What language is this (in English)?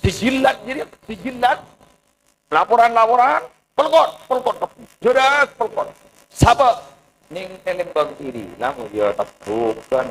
Madurese